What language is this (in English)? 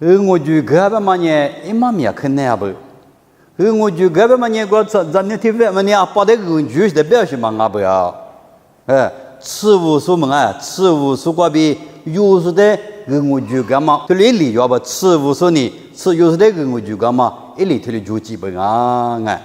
Lisu